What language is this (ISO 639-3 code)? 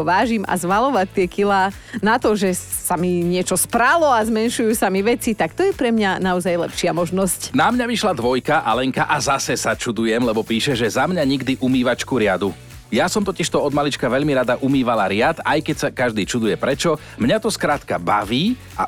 slk